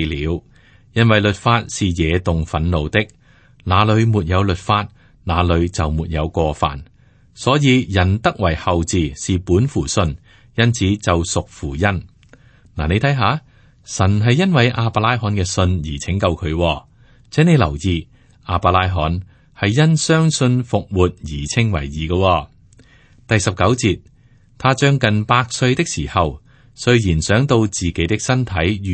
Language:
Cantonese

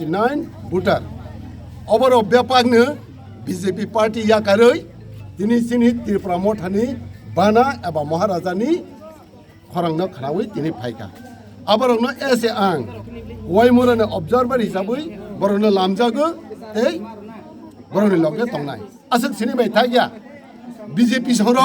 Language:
Kok Borok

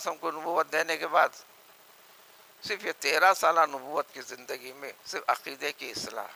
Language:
Urdu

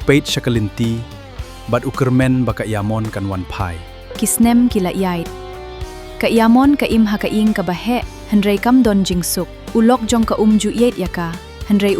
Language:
Khasi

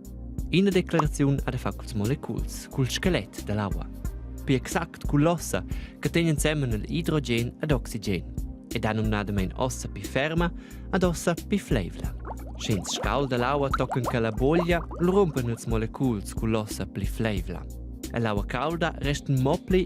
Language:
Romansh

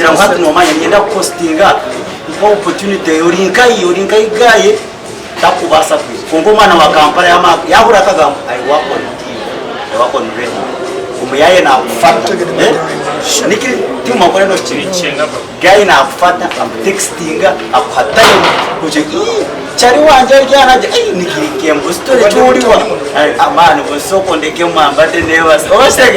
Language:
Nyankole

